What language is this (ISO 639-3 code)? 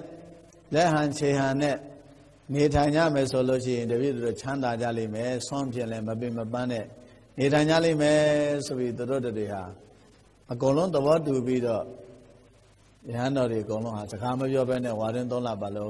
mya